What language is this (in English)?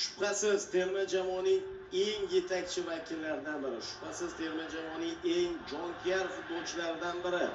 Uzbek